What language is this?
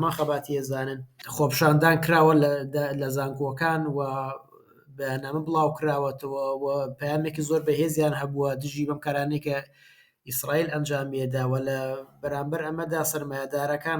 Central Kurdish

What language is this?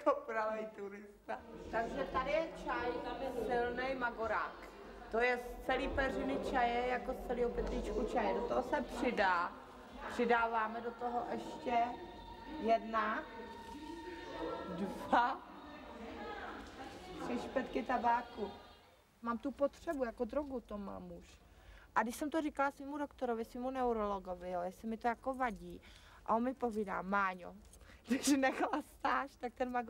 Czech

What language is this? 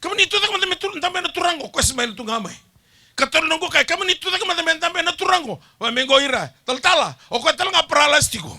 Fijian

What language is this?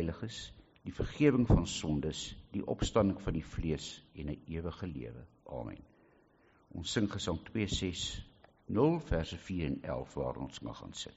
Afrikaans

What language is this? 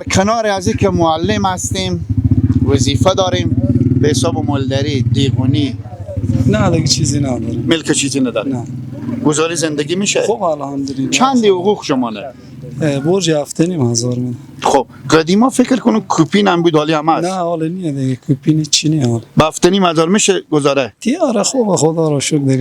Persian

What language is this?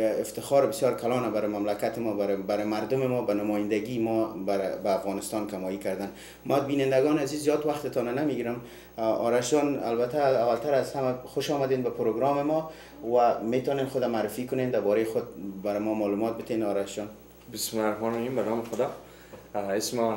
Persian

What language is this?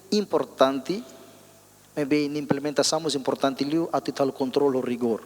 Tetum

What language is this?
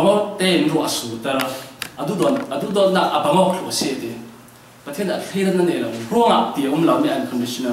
Falam Chin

